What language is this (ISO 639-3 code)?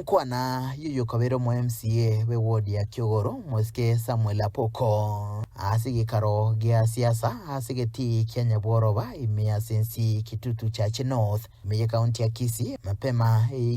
guz